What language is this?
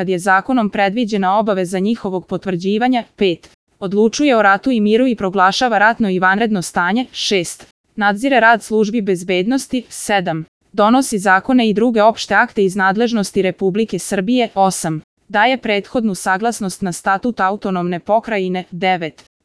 Serbian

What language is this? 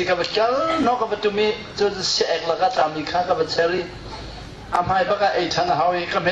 Hakha Chin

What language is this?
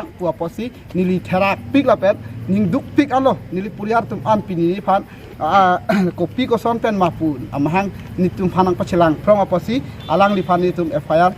Karbi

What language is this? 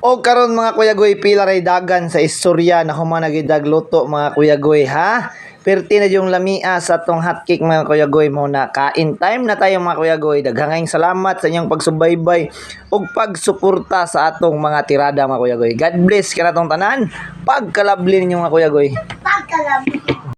Cebuano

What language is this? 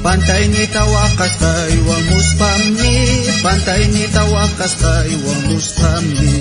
South Bolivian Quechua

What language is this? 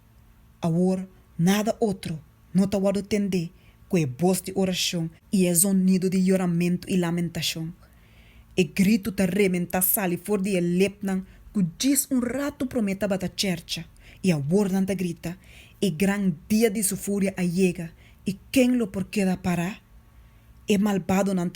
Papiamento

